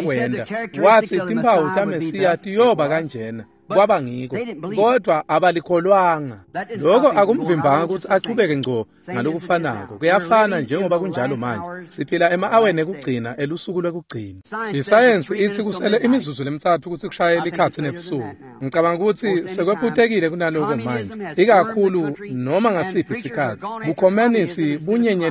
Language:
Swati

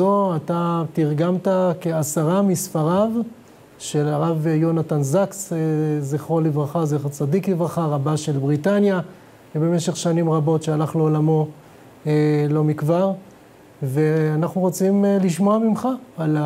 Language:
Hebrew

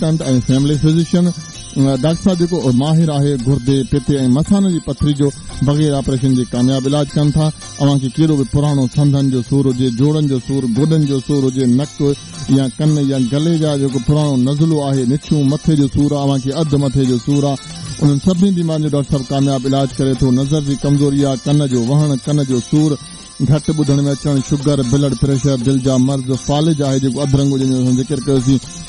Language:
Sindhi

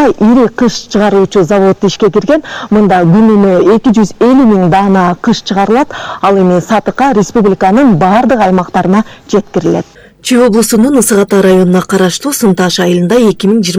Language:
Kyrgyz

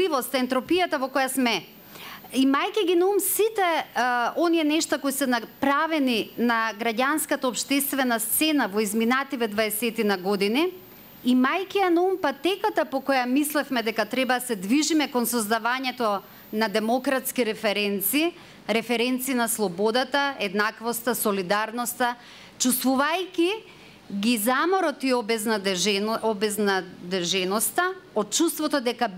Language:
Macedonian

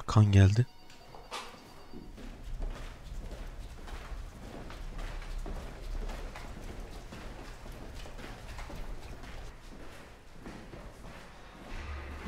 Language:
Turkish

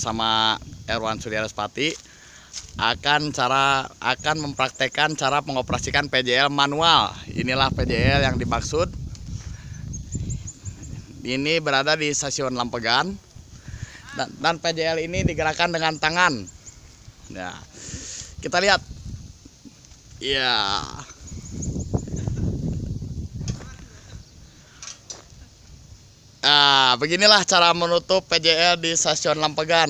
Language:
Indonesian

